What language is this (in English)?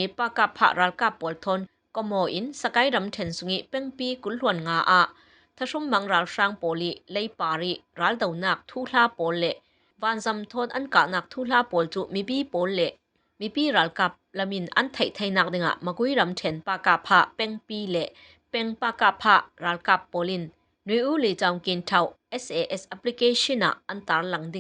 Falam Chin